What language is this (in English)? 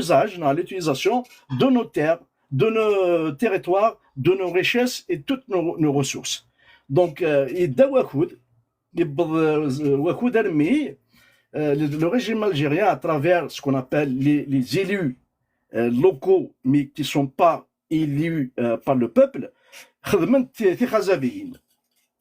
Kabyle